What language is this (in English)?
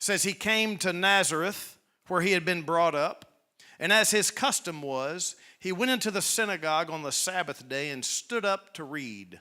English